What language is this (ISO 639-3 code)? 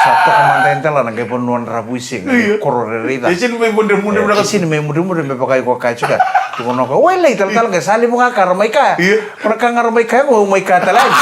fij